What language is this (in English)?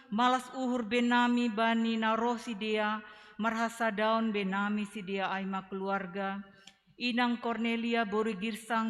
Batak Simalungun